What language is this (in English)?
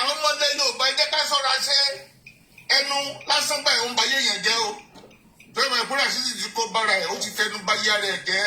Yoruba